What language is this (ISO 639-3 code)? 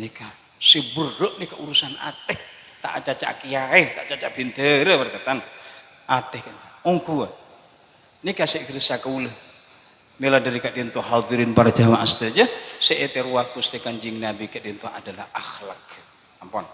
mad